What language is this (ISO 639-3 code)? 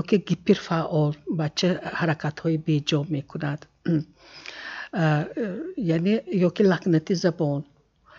tgk